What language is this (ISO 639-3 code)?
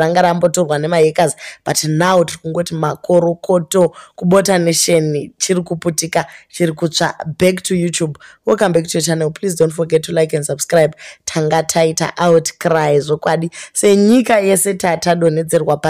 sna